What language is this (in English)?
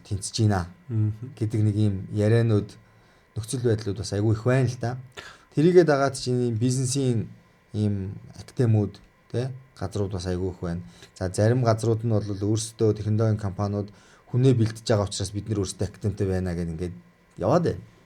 Mongolian